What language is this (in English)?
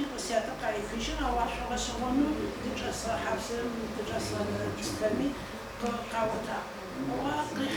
Adyghe